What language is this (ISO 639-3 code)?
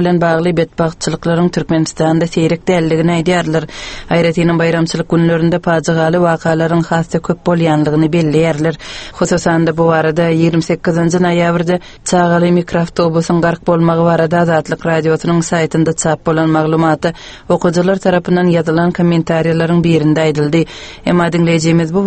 tuk